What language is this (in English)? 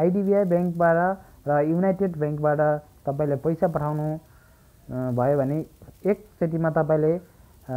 Nepali